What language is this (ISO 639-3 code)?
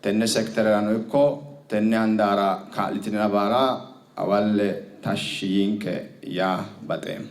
sid